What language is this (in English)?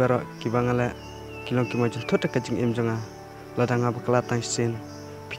Khasi